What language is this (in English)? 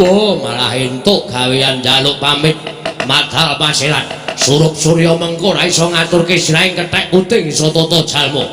Javanese